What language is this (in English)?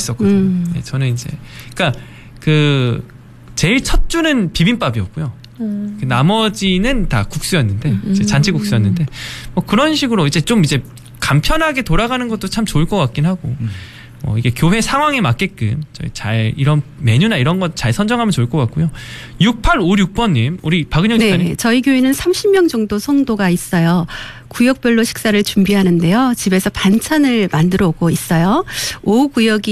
Korean